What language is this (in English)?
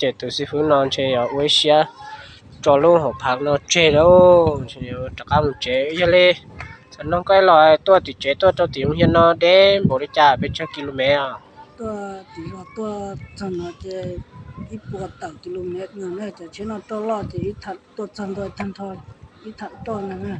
Hmong